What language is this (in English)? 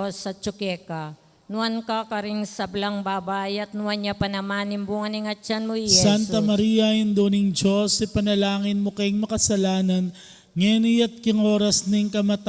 Pampanga